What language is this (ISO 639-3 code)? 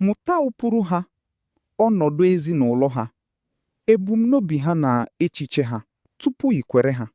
ibo